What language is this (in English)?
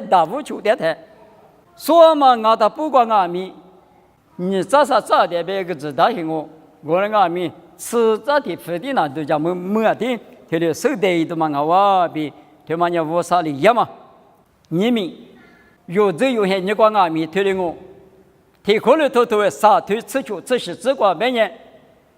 Lisu